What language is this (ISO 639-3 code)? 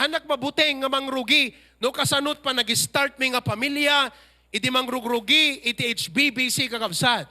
ilo